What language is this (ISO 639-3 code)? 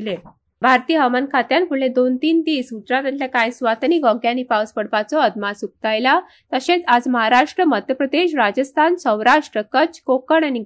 kok